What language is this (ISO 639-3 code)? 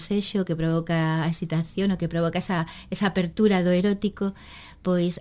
glg